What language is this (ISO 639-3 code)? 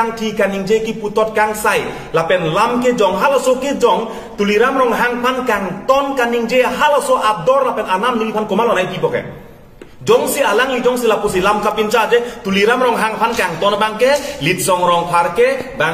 mjw